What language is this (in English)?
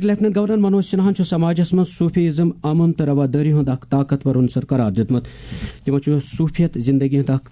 Kashmiri